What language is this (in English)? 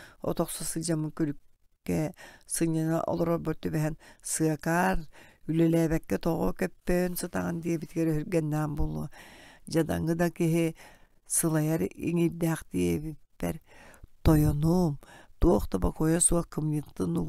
Yakut